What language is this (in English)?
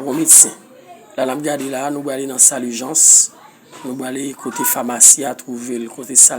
Haitian Creole